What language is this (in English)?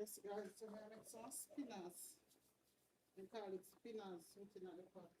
Jamaican Creole English